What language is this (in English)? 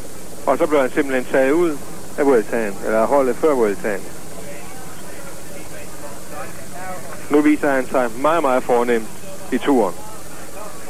Danish